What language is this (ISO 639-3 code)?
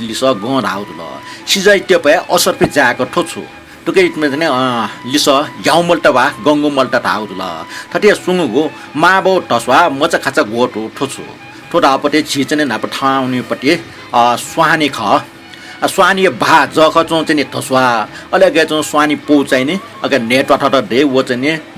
new